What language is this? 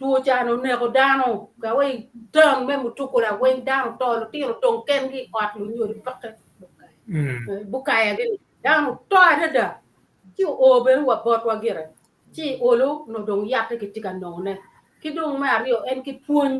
Acoli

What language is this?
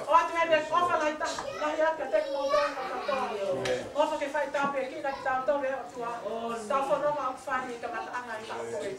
Tongan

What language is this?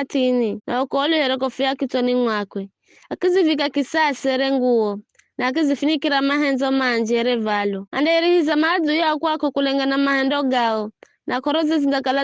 Giryama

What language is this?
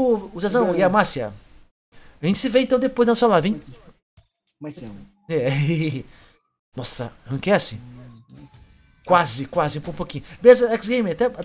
Portuguese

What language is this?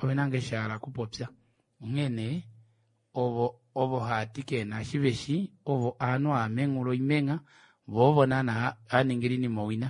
Kuanyama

